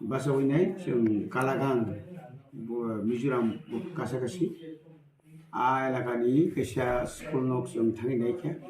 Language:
Kok Borok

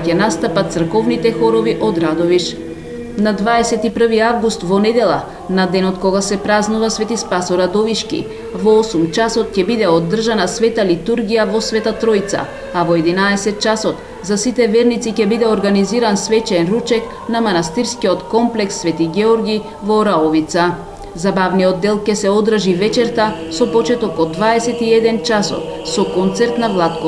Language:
Macedonian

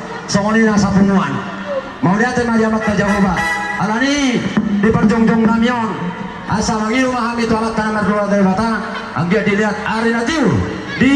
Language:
Batak Toba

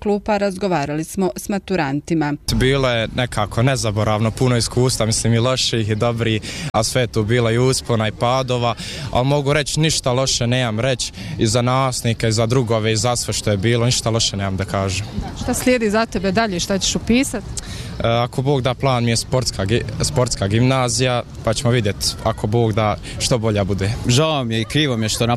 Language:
Bosnian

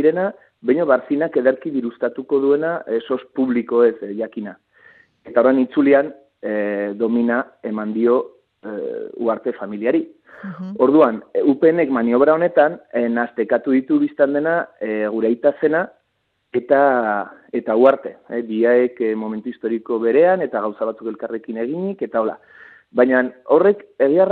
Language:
Basque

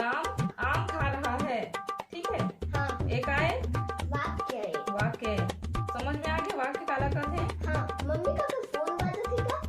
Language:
Chhattisgarhi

